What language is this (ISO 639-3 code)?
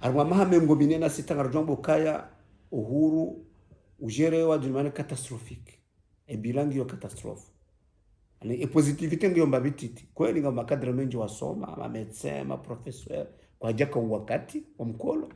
zdj